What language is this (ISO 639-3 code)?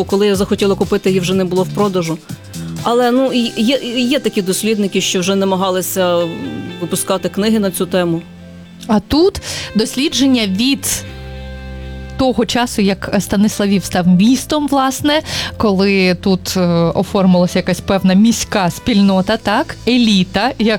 ukr